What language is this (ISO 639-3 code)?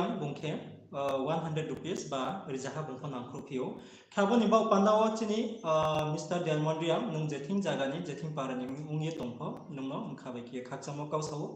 ria